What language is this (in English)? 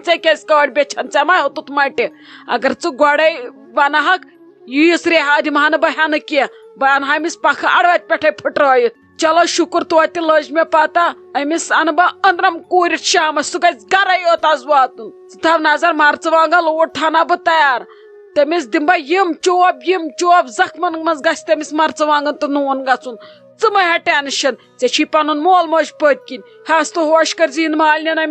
Kashmiri